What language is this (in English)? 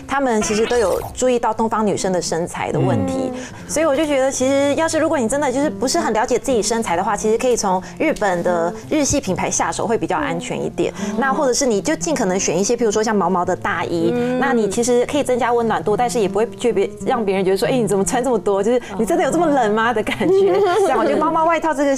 Chinese